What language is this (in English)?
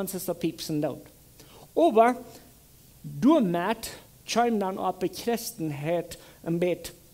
Plautdietsch